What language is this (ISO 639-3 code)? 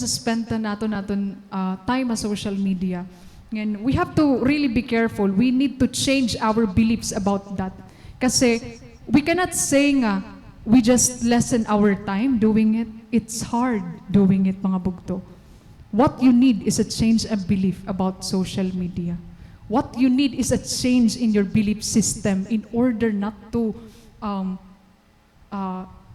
war